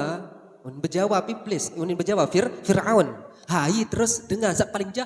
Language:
Sasak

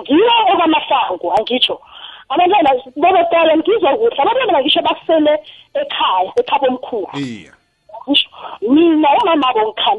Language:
South Ndebele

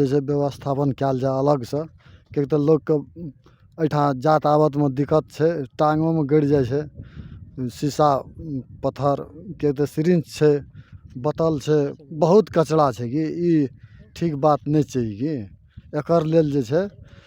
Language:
Maithili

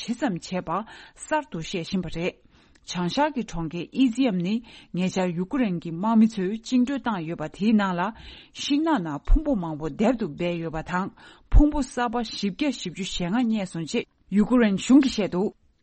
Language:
Tibetan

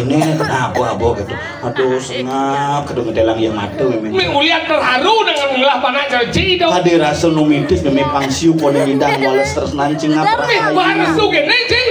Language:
Balinese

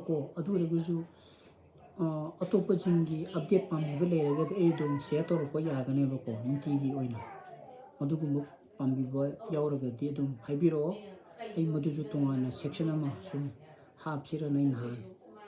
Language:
Manipuri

